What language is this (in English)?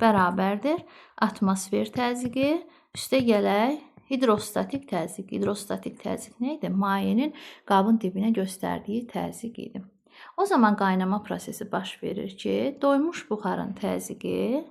Azerbaijani